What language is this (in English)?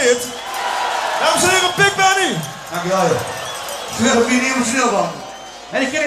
Limburgish